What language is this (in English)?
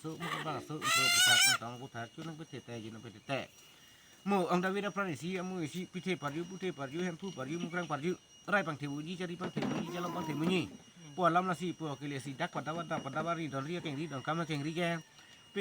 Karbi